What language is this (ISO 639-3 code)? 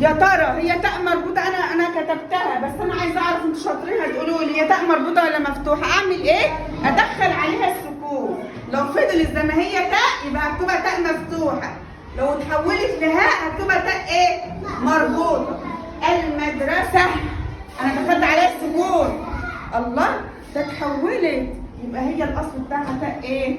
arz